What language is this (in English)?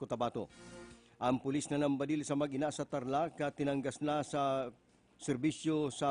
Bikol